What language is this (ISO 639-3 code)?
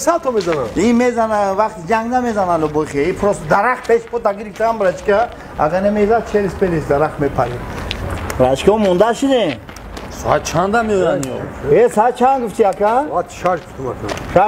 tgk